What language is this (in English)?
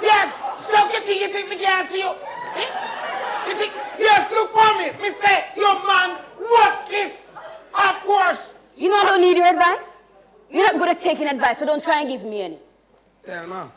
Jamaican Creole English